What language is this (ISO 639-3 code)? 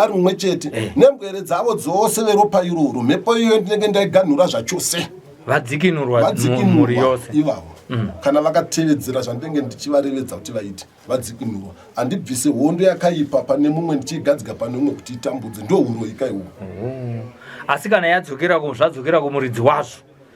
sna